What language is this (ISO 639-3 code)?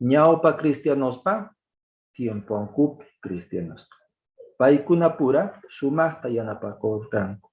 que